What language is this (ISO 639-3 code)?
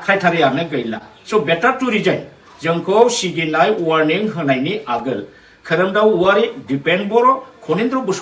brx